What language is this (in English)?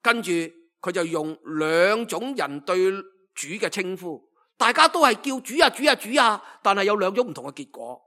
Cantonese